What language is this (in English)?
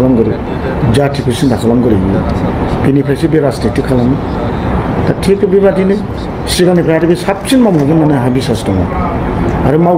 Bodo